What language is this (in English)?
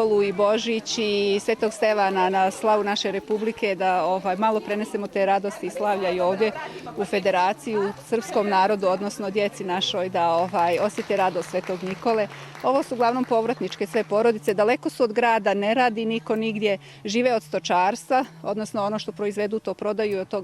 Bosnian